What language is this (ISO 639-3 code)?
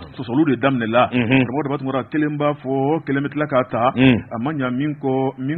bam